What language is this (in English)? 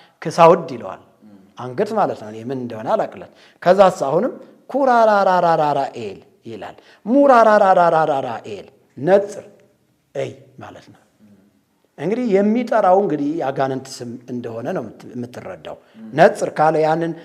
Amharic